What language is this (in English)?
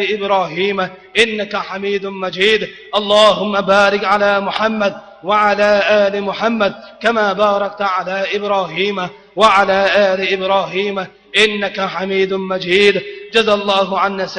Tajik